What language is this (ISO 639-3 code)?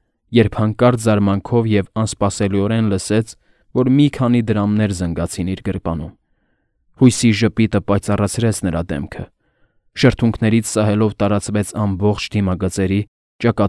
hye